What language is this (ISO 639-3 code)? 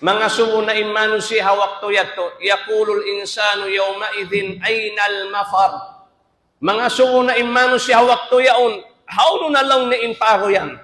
tsg